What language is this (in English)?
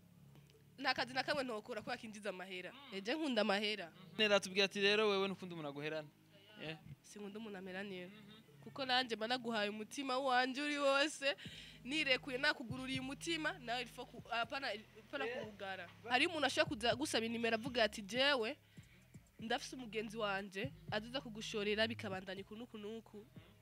Rundi